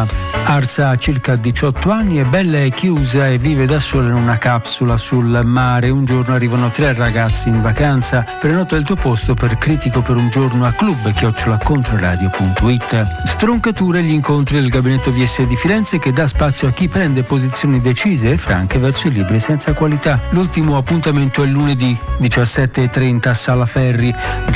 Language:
Italian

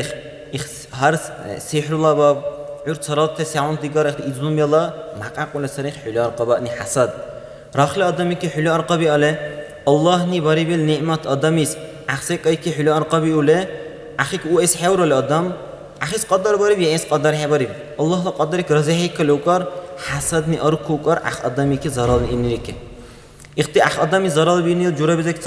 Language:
Dargwa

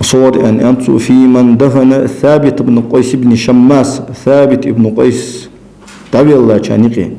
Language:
Ingush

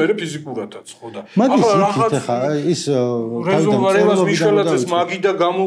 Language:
Georgian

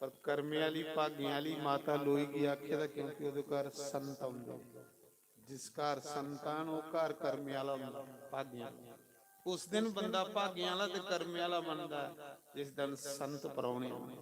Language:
Dogri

